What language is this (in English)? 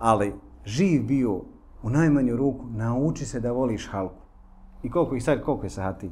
Bosnian